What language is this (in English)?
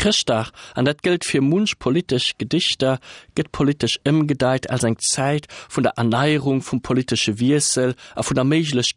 Luxembourgish